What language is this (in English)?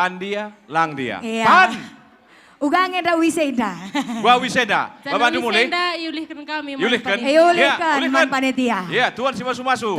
Batak Karo